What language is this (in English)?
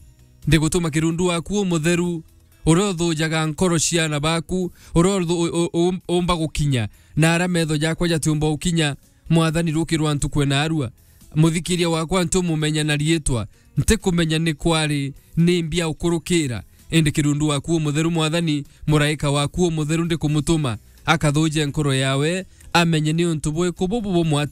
Meru